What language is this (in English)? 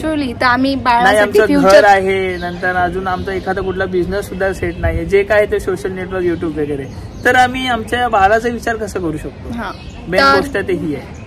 Marathi